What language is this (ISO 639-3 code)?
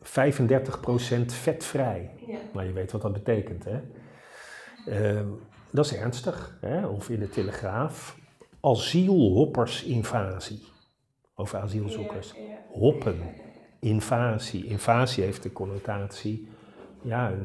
nld